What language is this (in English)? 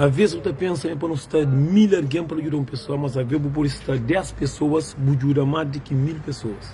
Kabuverdianu